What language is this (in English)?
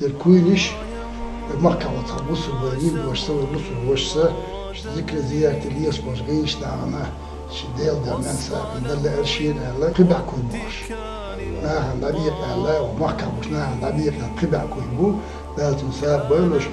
Chechen